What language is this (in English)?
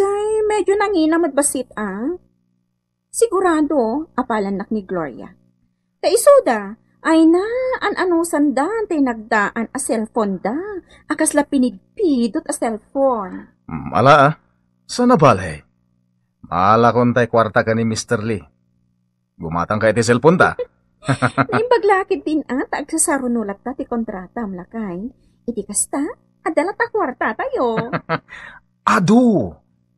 Iloko